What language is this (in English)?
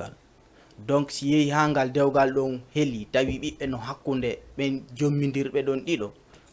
Fula